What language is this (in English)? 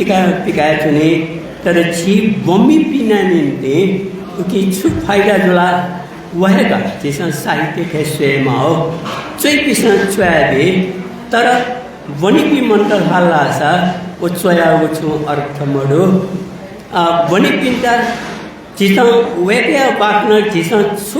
Newari